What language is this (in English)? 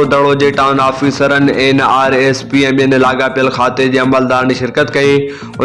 Sindhi